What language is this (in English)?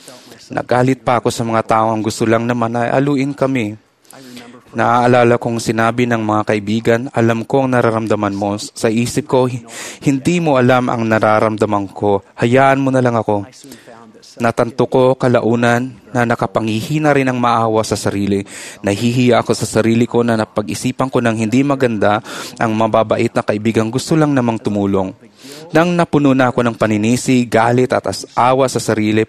Filipino